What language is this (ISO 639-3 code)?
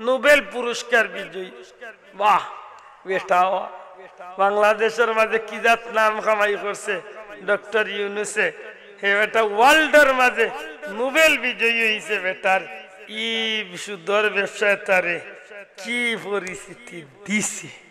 syl